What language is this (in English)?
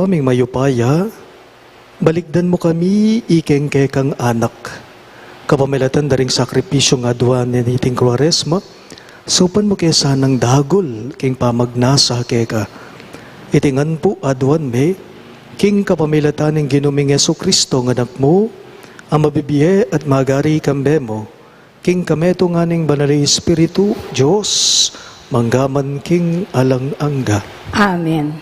Pampanga